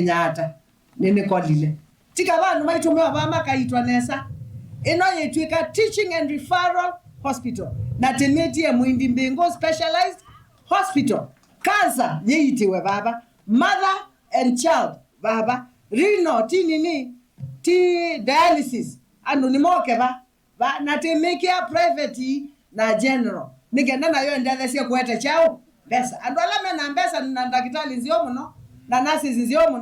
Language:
Kamba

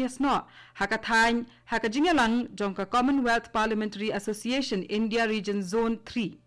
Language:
Khasi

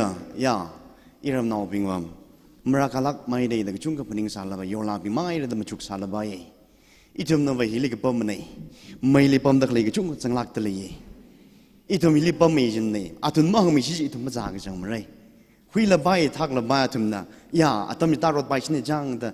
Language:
Tangkhul Naga (India)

